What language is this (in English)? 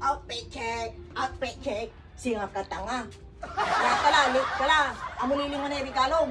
Pangasinan